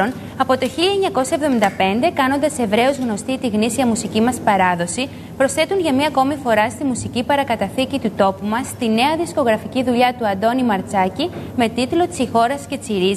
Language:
Greek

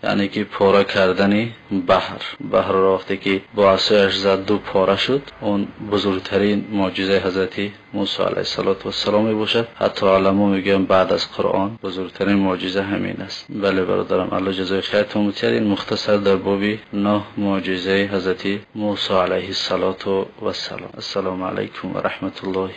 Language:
Tajik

